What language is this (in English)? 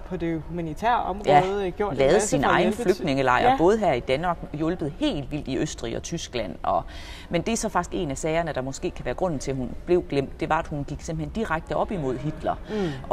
Danish